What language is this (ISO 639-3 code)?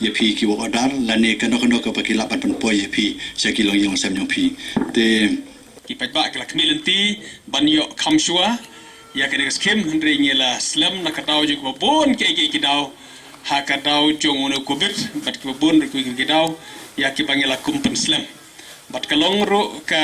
kha